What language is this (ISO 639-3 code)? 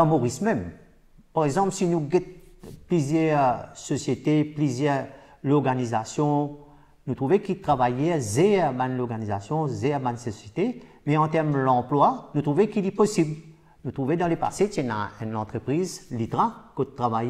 mfe